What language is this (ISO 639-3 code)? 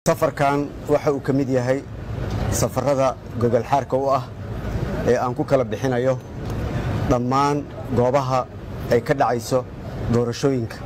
som